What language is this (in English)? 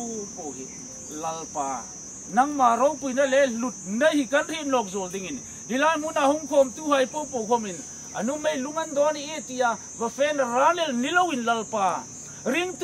Hmar